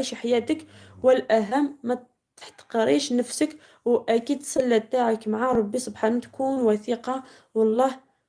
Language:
Algerian Arabic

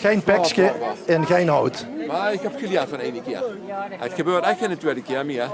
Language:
Limburgish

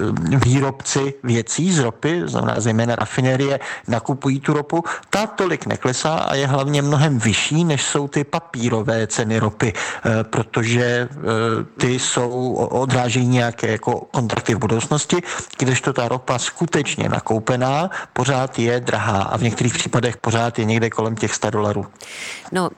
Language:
Czech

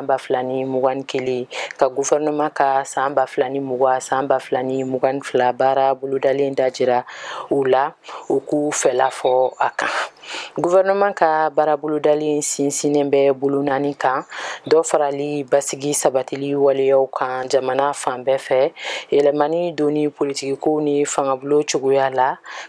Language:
Bambara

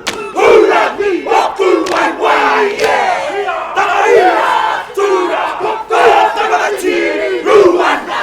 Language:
Māori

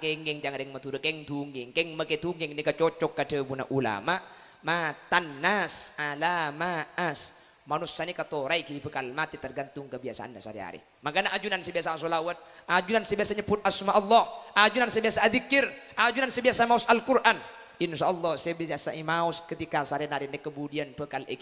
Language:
Madurese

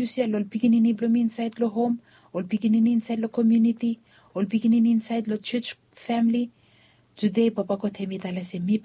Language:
Bislama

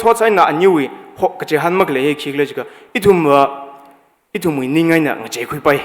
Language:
Tangkhul Naga (India)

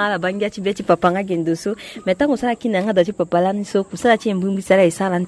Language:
Sango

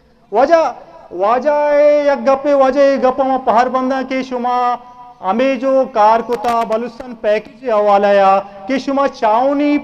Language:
Eastern Balochi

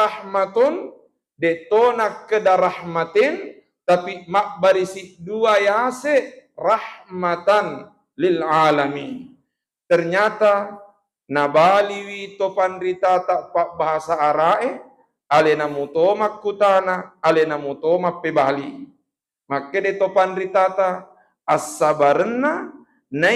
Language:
Buginese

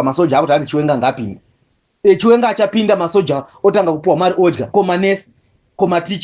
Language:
Shona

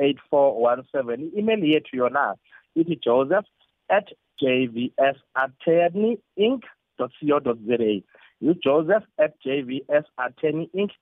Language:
South Ndebele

